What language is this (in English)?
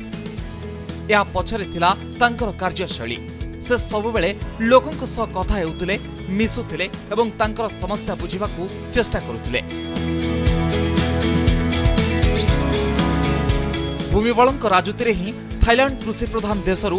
Odia